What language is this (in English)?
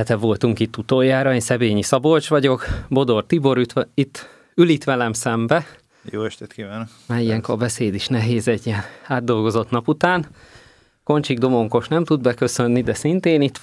Hungarian